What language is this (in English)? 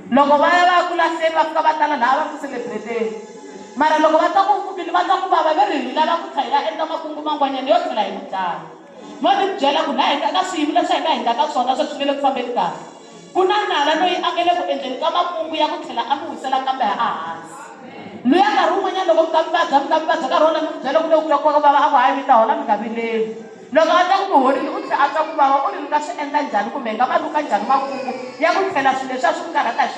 Tsonga